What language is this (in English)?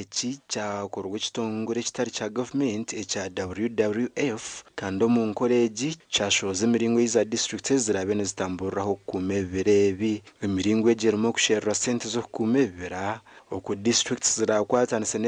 Nyankole